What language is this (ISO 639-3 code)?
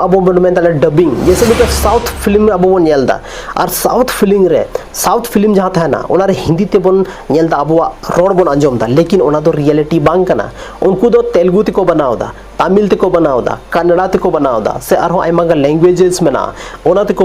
sat